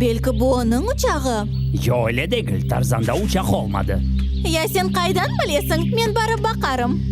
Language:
Crimean Tatar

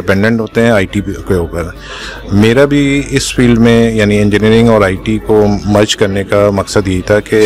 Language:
Hindi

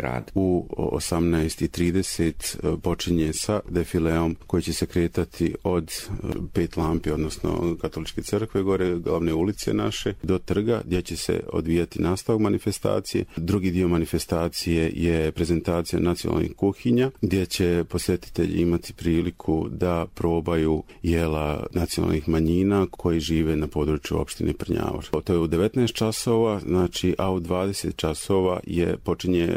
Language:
Croatian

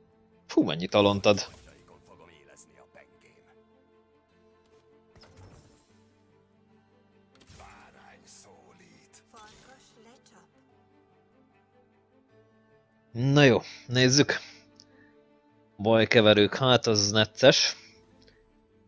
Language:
Hungarian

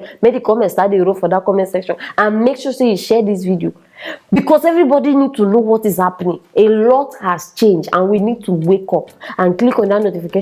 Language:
Nigerian Pidgin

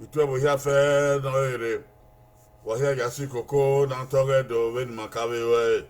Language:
Bini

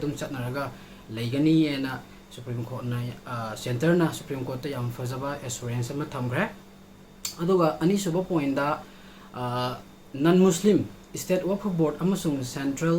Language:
Manipuri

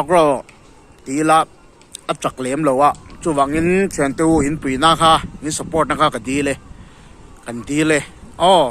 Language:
Mizo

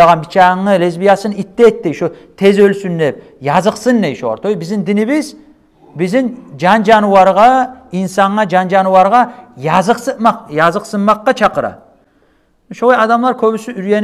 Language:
Kumyk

